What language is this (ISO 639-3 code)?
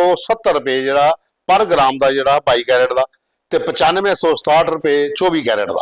doi